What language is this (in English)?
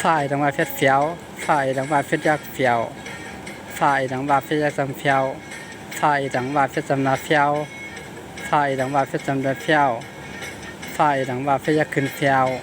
Shan